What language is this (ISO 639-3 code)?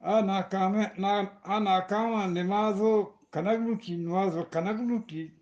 bgp